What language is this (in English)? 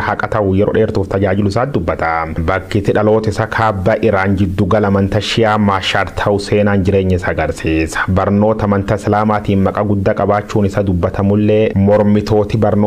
Oromo